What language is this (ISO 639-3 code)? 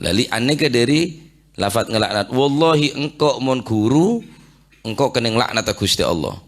mad